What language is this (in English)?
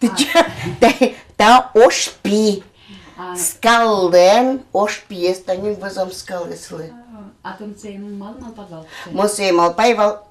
Udmurt